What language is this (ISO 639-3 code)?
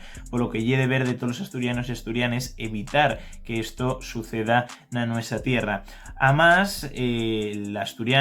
ast